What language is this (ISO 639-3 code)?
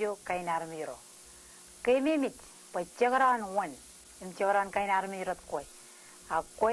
mah